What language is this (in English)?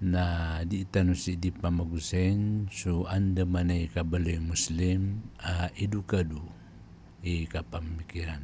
Maranao